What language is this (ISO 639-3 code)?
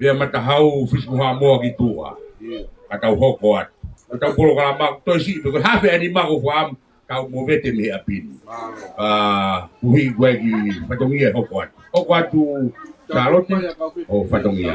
ton